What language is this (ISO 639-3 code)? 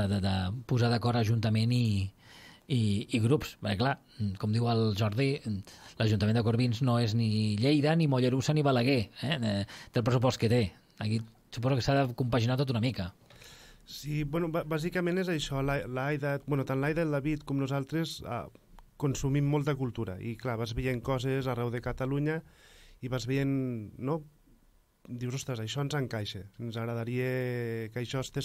cat